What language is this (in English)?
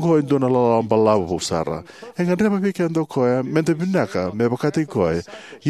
Fijian